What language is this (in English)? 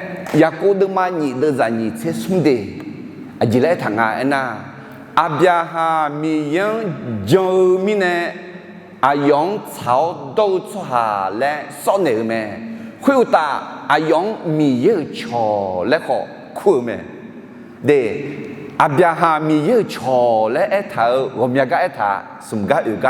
Akha